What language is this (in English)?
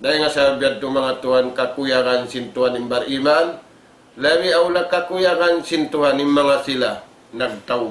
Tausug